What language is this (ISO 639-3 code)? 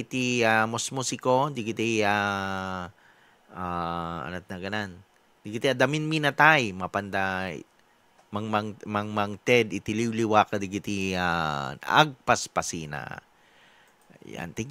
ilo